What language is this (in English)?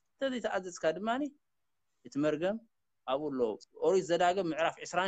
Tigrinya